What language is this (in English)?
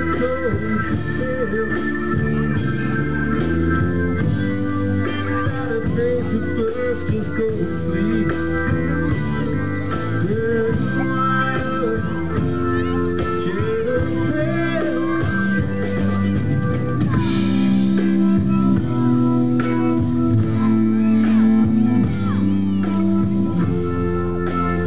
English